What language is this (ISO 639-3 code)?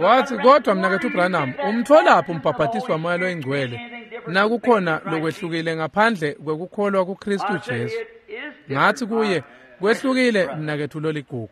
ssw